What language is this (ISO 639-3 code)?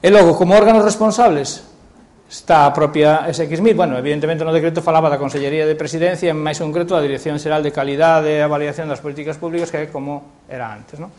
glg